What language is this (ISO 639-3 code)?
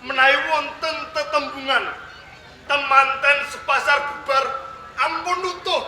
jav